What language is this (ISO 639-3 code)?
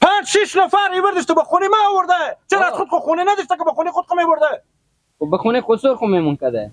fas